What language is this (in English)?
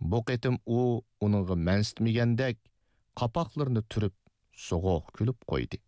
Uyghur